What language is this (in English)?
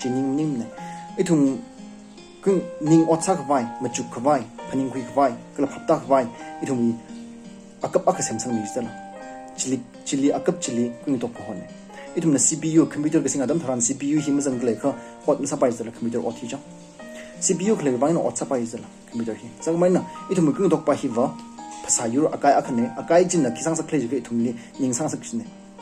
Tangkhul Naga (India)